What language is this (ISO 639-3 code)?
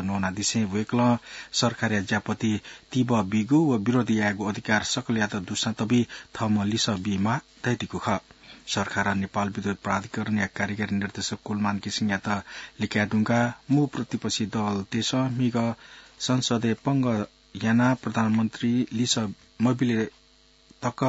new